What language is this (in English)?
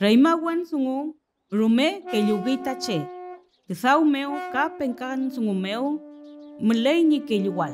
Mapuche